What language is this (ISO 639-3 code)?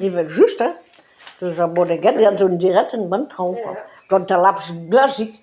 bre